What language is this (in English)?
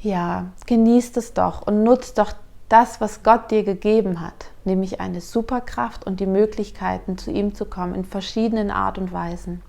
Swiss German